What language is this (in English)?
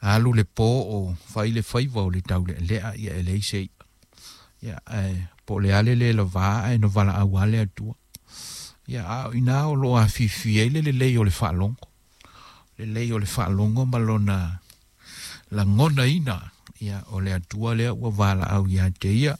Samoan